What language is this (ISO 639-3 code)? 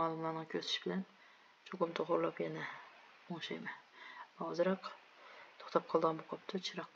uig